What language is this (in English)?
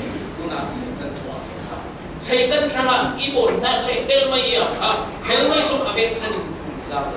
Falam Chin